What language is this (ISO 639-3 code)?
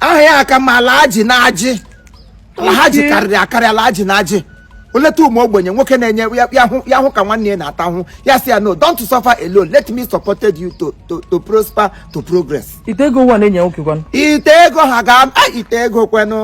ibo